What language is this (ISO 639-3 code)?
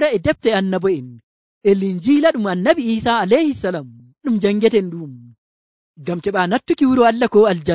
fuv